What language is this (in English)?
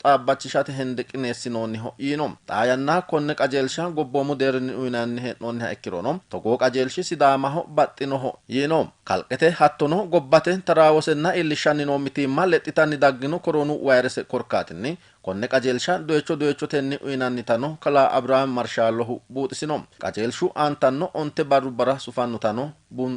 Sidamo